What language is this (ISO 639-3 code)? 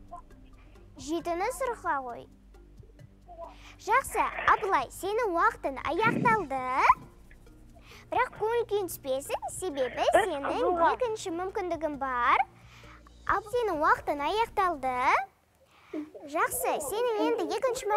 kaz